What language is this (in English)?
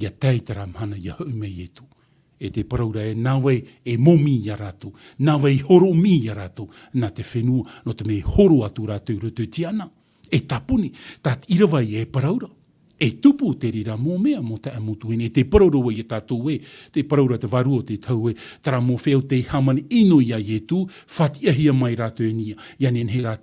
Tahitian